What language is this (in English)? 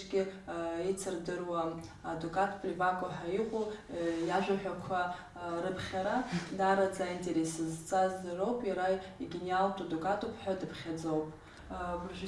Abkhazian